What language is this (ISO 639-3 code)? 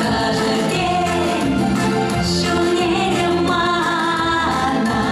chv